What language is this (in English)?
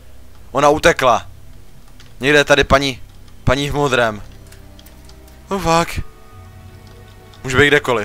Czech